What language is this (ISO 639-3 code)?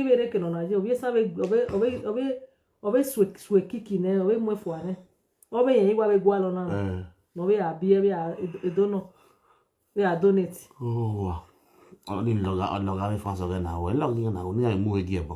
pcm